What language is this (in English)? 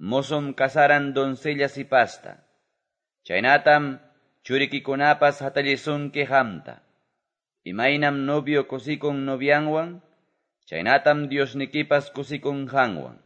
Quechua